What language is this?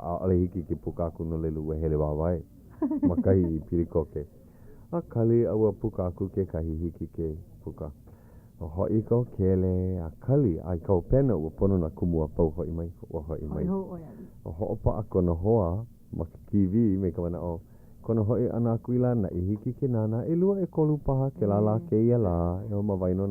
Hawaiian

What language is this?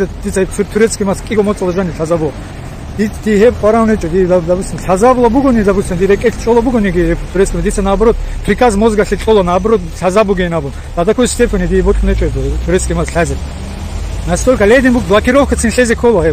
Avaric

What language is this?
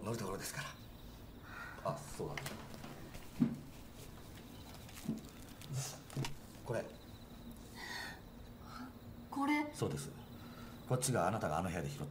Japanese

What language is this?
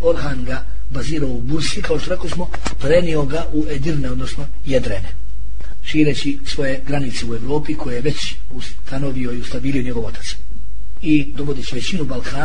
Bosnian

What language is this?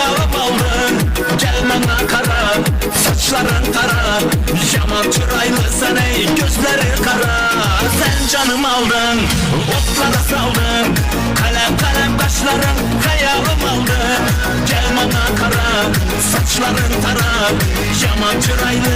Kara-Kalpak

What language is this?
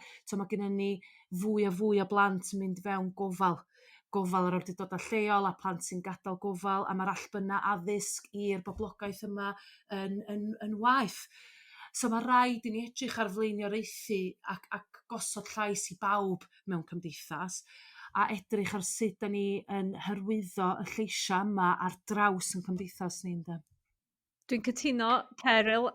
Welsh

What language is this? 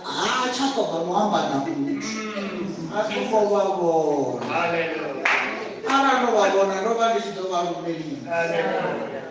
Venda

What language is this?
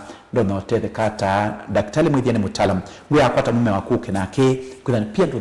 Kamba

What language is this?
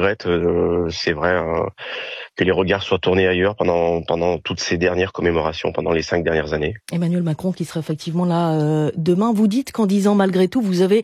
French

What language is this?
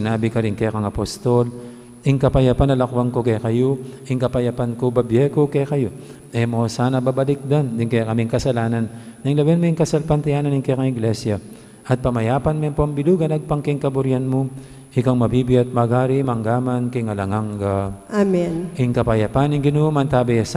Pampanga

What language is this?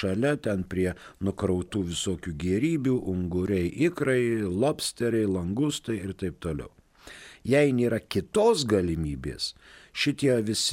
Lithuanian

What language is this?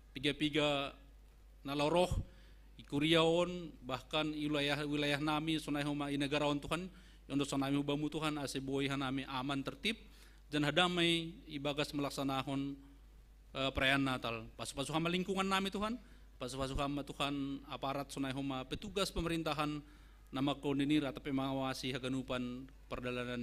Batak Simalungun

